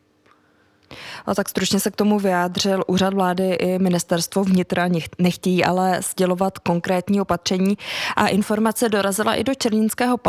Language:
Czech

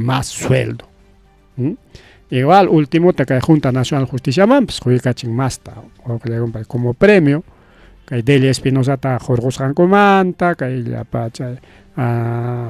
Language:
Ayacucho Quechua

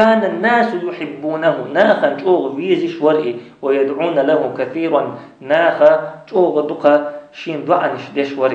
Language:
Chechen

